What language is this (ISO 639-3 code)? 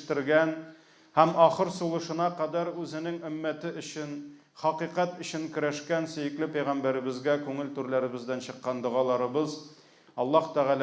tat